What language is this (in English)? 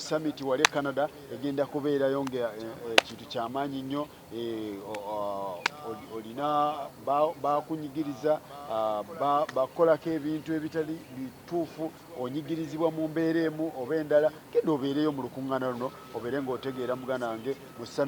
Ganda